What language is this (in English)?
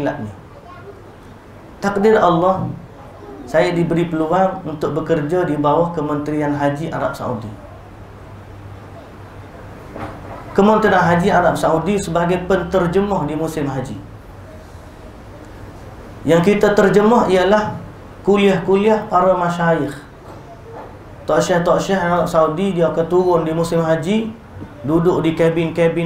Malay